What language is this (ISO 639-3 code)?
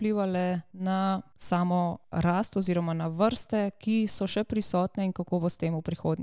slv